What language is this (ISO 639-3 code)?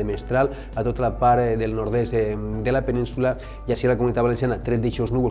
cat